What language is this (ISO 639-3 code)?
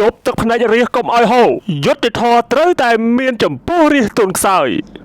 khm